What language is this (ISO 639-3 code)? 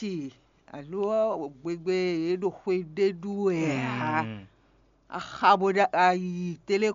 fon